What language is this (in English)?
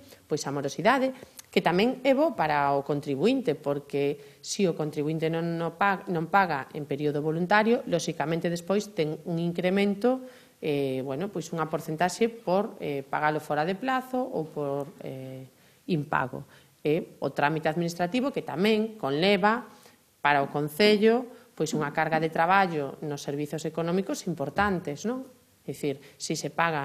Galician